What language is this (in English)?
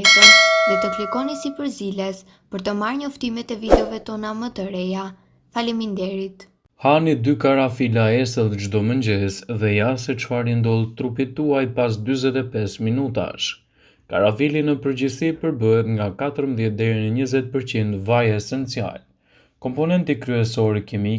Albanian